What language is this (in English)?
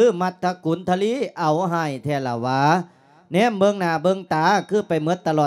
Lao